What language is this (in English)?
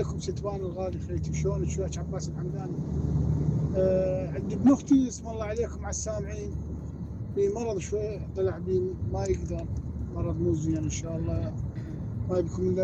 Mesopotamian Arabic